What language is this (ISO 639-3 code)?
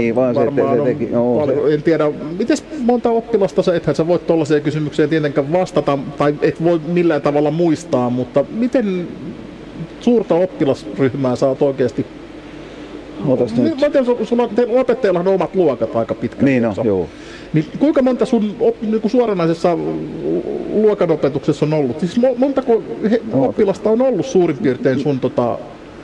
fin